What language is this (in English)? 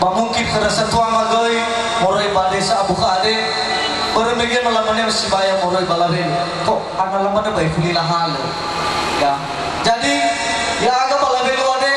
Nias